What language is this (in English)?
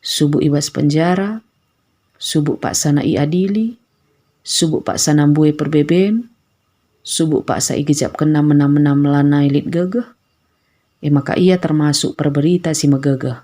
Batak Karo